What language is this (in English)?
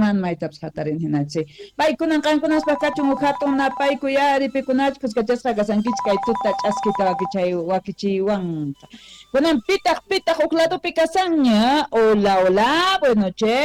South Bolivian Quechua